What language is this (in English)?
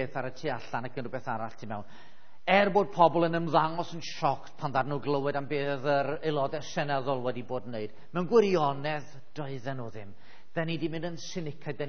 Welsh